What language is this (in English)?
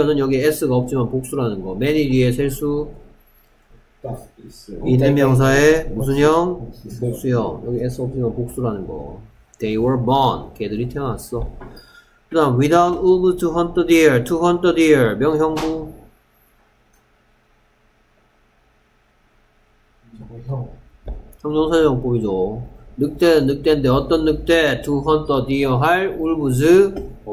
Korean